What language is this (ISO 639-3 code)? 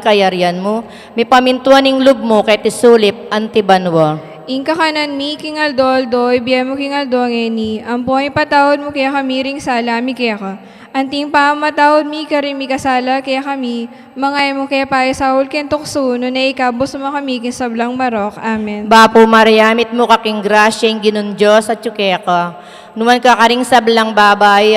pam